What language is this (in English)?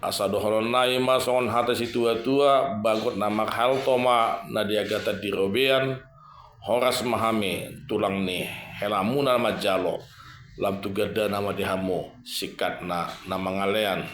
Batak Toba